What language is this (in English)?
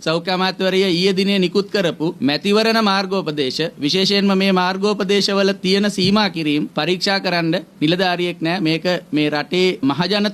Sinhala